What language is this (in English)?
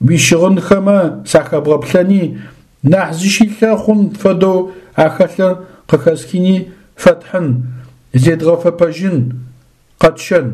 Adyghe